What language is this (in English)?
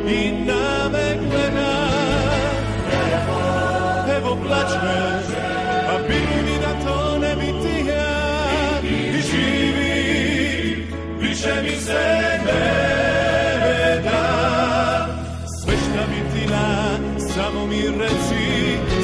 Serbian